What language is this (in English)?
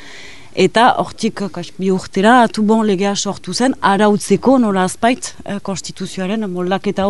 Basque